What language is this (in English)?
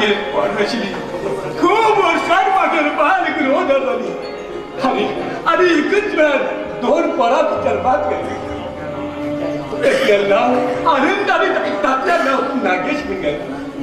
Konkani